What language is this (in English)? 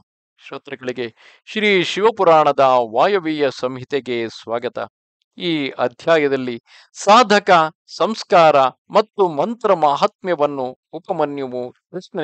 Kannada